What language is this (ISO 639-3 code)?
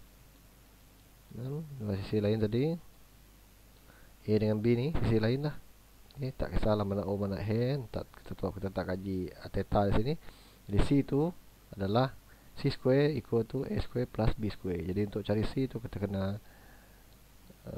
msa